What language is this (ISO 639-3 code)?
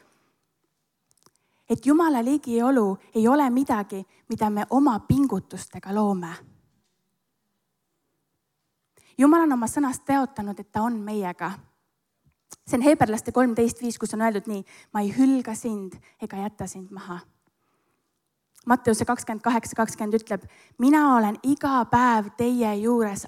est